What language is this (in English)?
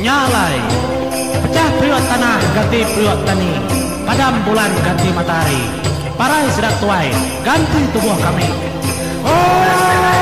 Iban